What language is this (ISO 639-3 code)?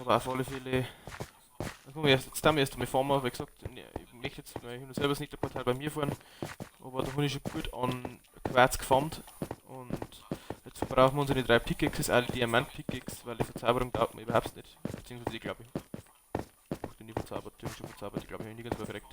bar